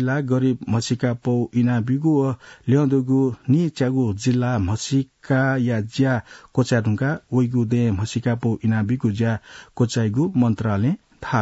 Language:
Newari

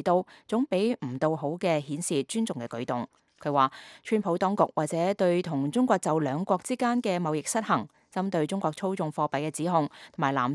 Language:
Cantonese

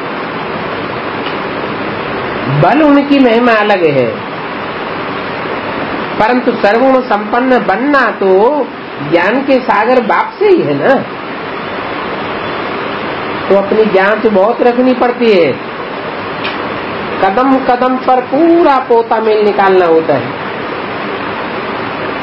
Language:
Hindi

